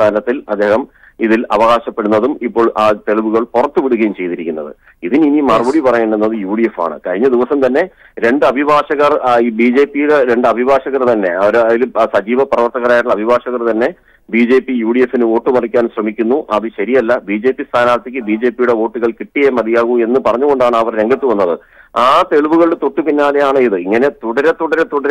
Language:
Malayalam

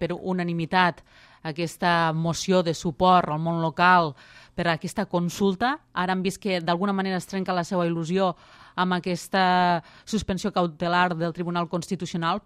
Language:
Catalan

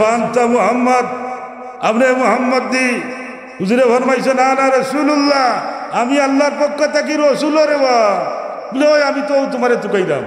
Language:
Sylheti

